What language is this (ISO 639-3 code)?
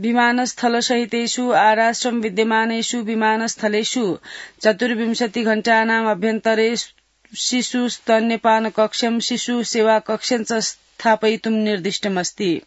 san